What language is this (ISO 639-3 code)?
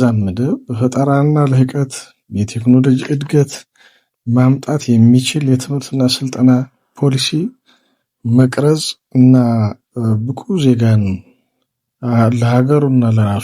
amh